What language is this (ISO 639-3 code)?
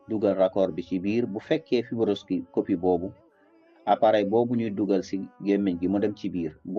wol